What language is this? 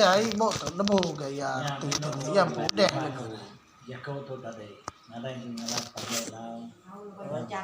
Iban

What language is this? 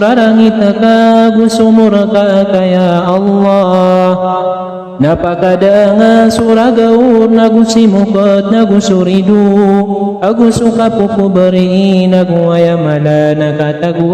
Maranao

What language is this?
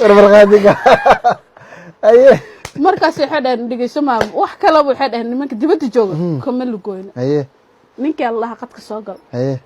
Somali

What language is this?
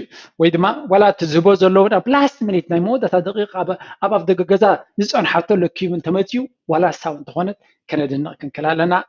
Tigrinya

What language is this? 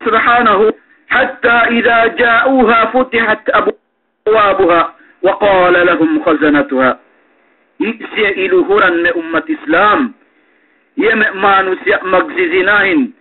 Yakan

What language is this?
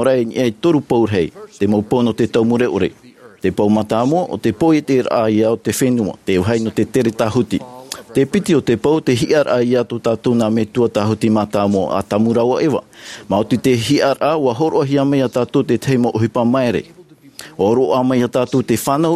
Tahitian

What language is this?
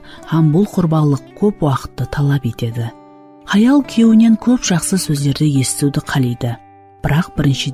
Kara-Kalpak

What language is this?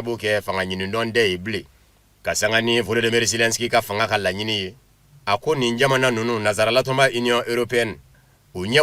Bambara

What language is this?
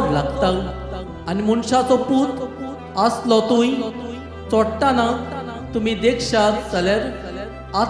Konkani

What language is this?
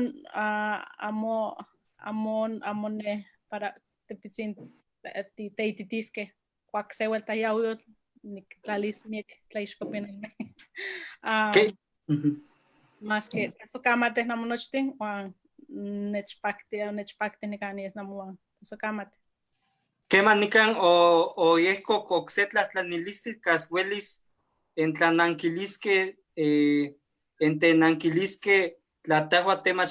Eastern Huasteca Nahuatl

